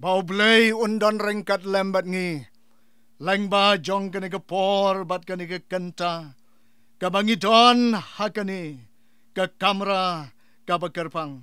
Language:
Khasi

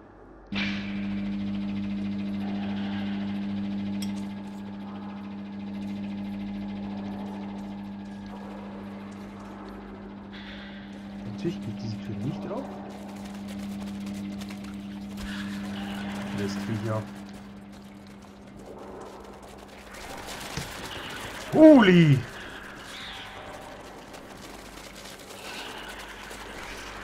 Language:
German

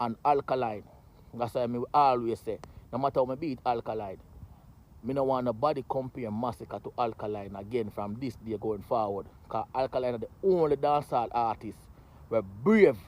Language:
Jamaican Creole English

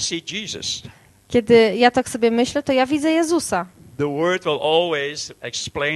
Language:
Polish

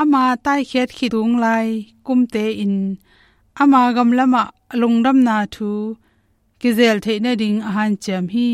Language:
Tedim Chin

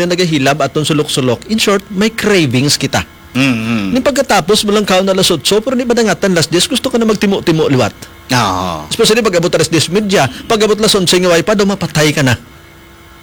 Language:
Hiligaynon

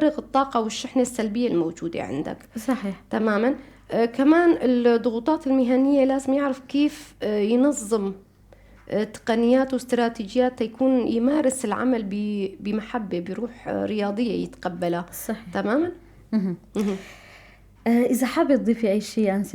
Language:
North Levantine Arabic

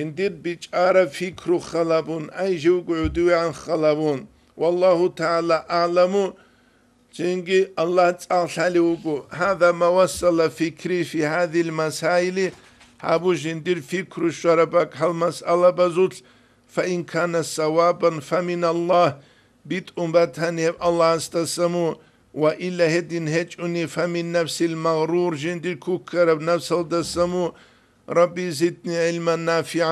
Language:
Avaric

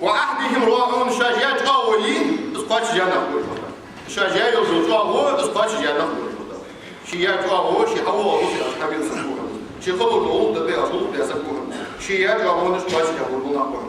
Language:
Ingush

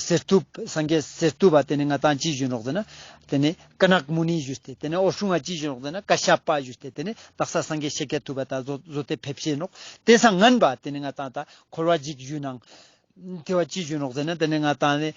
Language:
Ladakhi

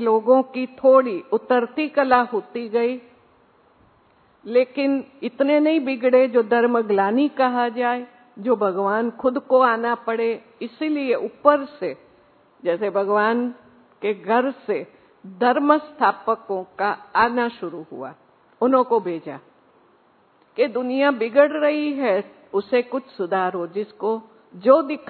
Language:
Hindi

